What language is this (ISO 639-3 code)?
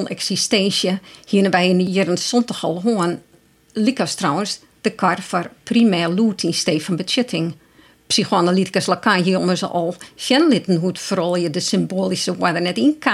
fry